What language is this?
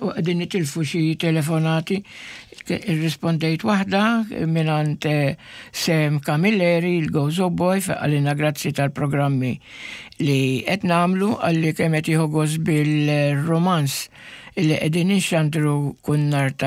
Maltese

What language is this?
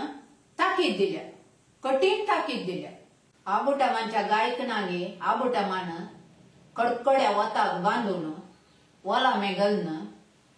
Konkani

